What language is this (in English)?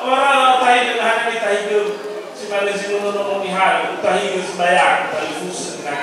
Nias